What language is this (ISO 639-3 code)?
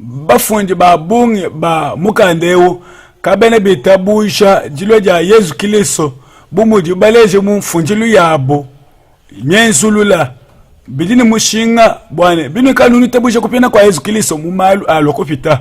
lua